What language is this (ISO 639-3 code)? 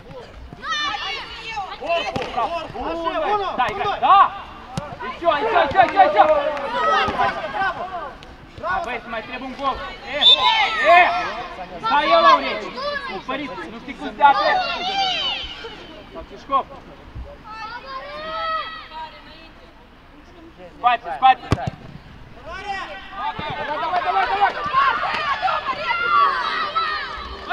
ron